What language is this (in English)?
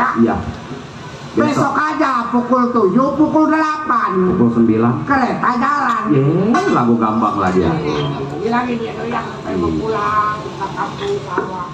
Betawi